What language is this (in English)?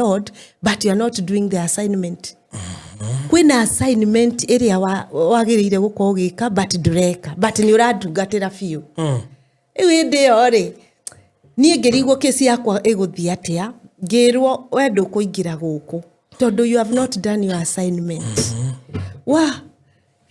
Kikuyu